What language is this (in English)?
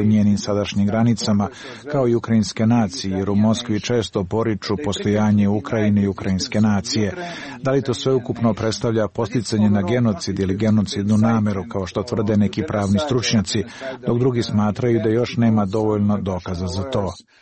Serbian